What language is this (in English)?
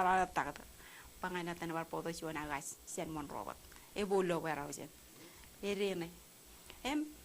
Marshallese